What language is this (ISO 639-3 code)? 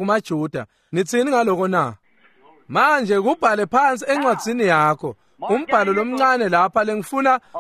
ssw